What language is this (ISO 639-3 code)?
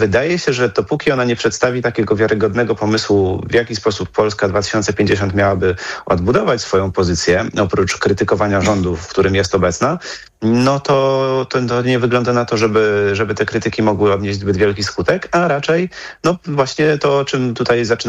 pol